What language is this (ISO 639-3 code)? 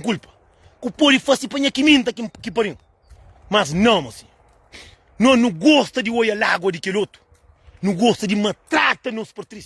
kea